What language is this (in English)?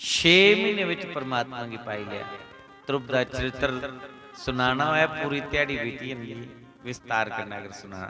Dogri